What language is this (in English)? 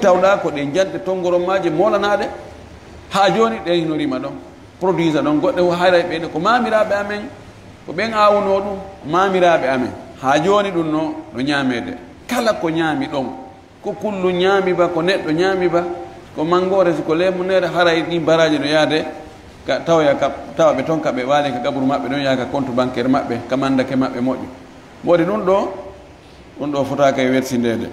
Fula